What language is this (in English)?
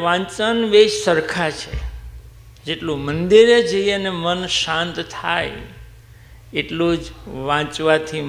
Gujarati